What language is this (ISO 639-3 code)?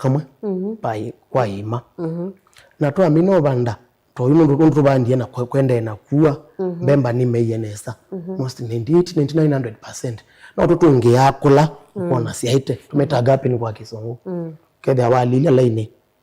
kam